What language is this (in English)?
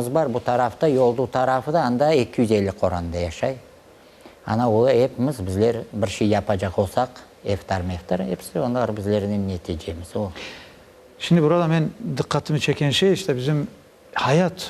Crimean Tatar